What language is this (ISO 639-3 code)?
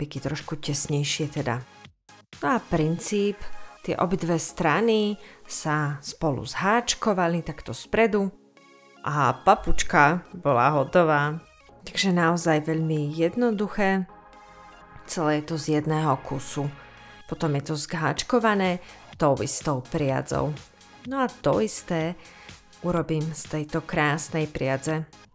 slk